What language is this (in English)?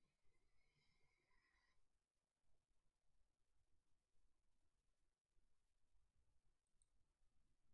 English